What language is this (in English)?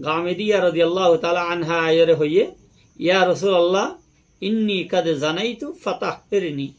Rohingya